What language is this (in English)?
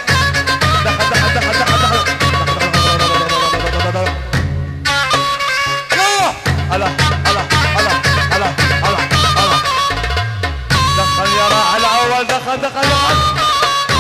Arabic